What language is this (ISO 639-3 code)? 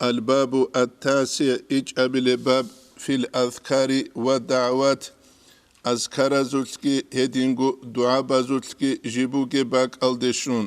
ava